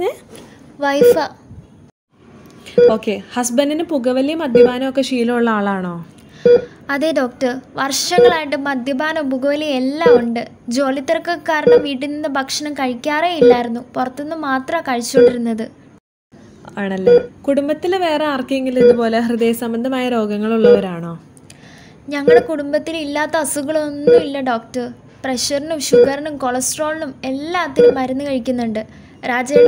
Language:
Malayalam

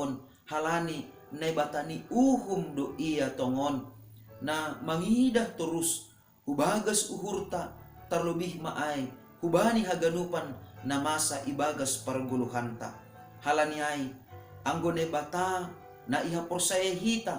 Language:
Batak Simalungun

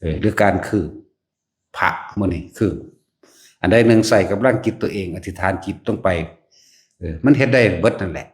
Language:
Northeastern Thai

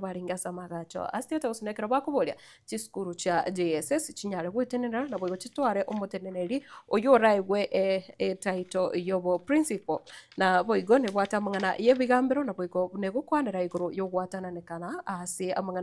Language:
Gusii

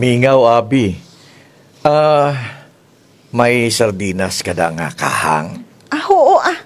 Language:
Kinaray-a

